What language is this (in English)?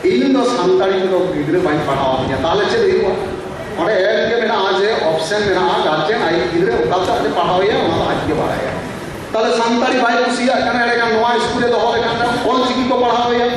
Santali